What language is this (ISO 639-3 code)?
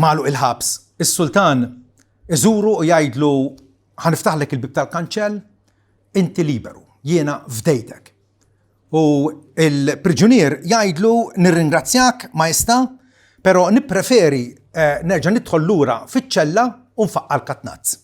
mlt